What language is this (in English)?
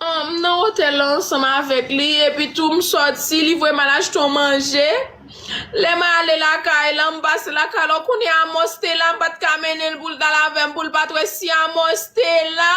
Haitian Creole